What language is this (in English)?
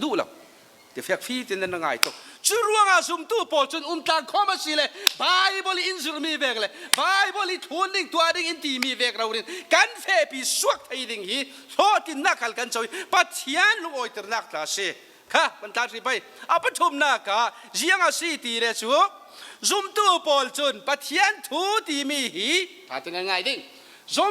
Falam Chin